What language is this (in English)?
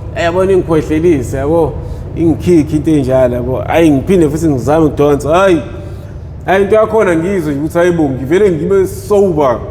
Zulu